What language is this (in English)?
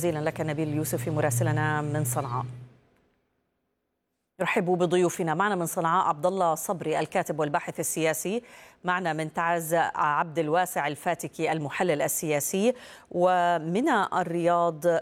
Arabic